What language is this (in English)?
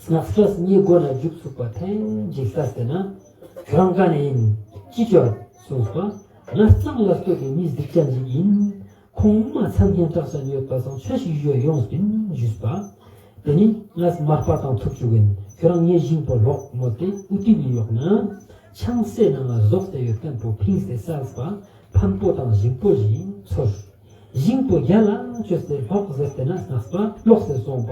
Ladakhi